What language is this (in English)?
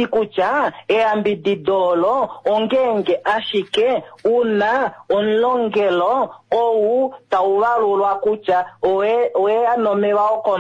Kuanyama